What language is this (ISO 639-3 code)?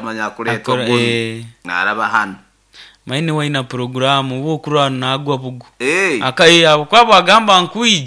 nyo